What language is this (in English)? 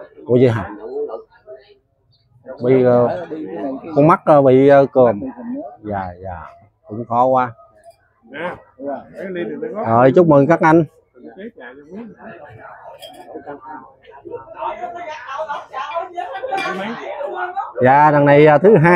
Vietnamese